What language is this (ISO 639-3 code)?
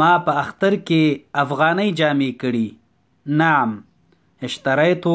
pus